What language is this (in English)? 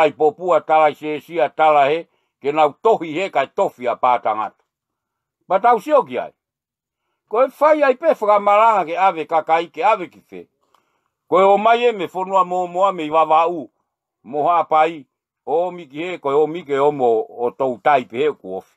Tongan